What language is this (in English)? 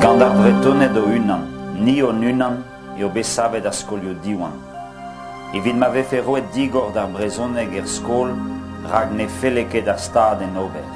Breton